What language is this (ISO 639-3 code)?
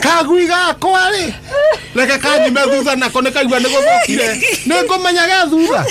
kik